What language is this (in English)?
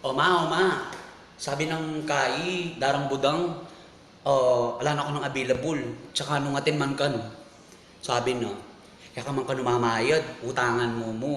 Pampanga